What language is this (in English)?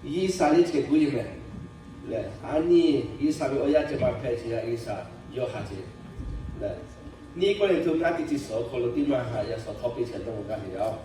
Lahu